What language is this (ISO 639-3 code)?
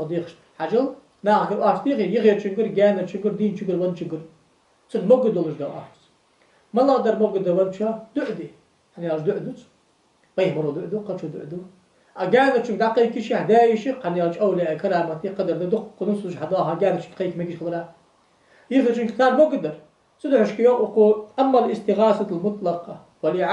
inh